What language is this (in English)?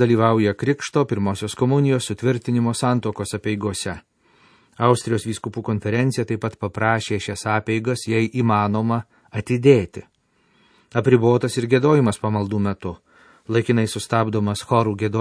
Lithuanian